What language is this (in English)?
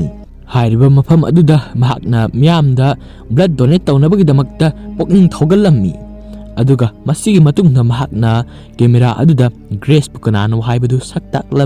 Manipuri